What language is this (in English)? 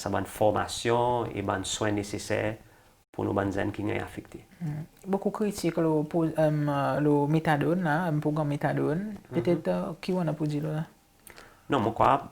Seselwa Creole French